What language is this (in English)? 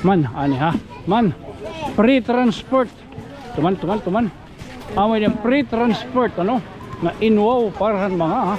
Waray